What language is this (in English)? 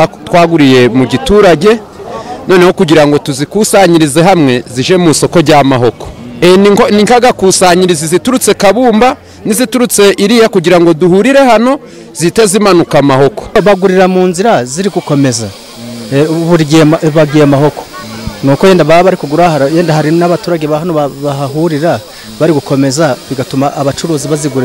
Kinyarwanda